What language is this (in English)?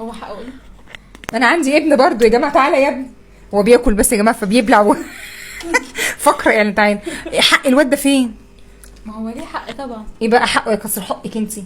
Egyptian Arabic